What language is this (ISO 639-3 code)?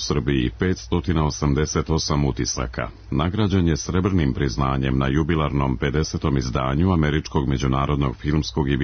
srp